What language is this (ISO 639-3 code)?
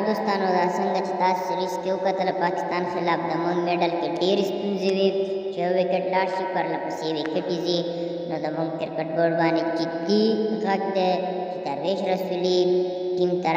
pus